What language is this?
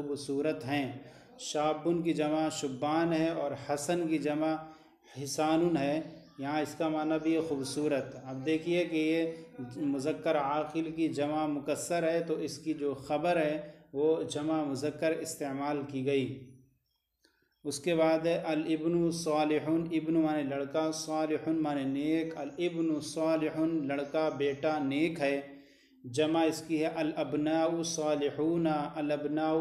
Urdu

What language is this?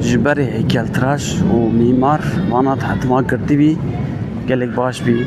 Kurdish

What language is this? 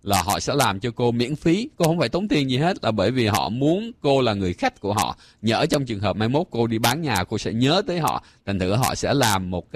Vietnamese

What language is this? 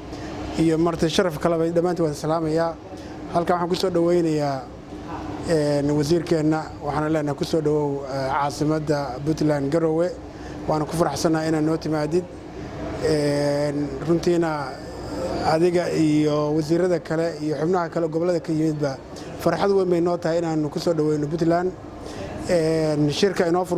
Somali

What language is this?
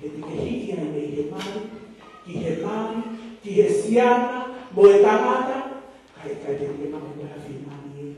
Tongan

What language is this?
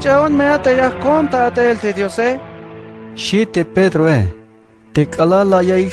Tzeltal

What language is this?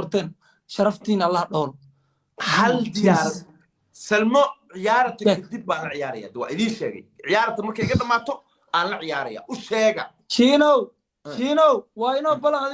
Somali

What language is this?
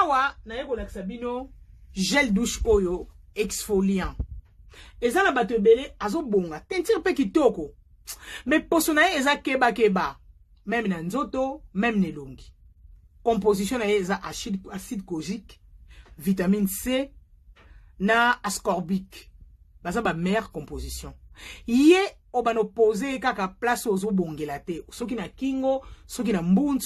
Lingala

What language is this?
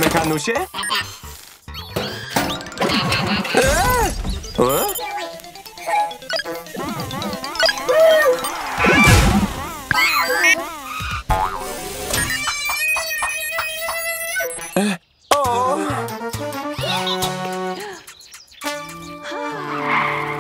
Polish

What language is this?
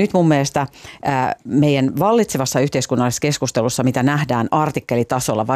Finnish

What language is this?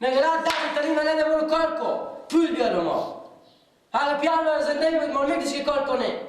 Persian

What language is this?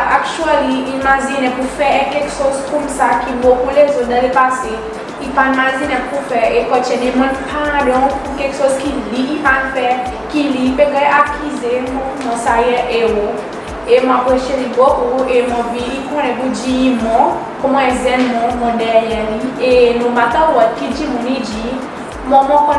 Seselwa Creole French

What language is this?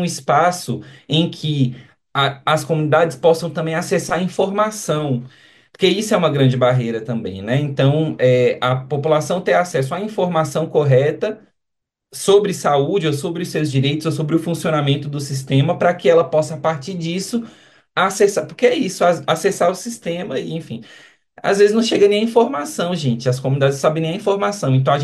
Portuguese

